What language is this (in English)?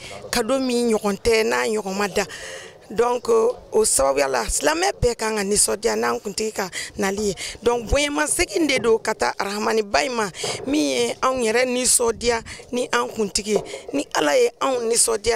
Bambara